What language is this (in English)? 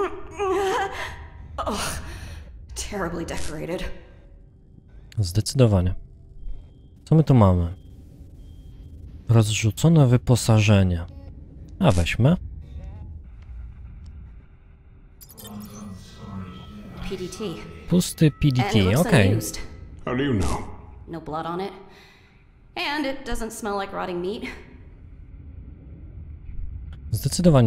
Polish